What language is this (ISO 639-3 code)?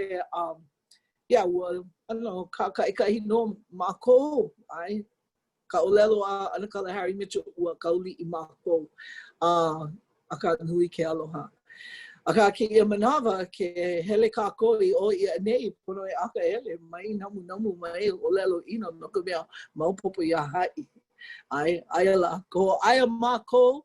haw